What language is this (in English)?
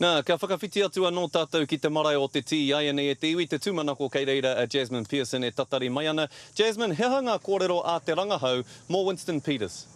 Māori